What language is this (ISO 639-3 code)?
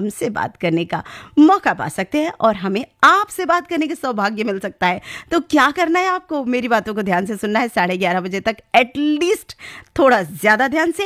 hin